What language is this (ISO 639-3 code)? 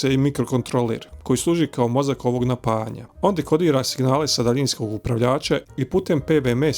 bos